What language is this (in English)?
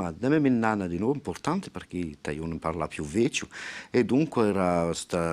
Corsican